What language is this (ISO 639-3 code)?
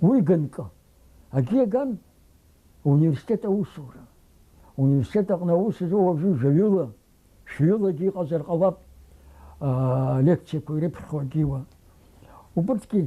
abk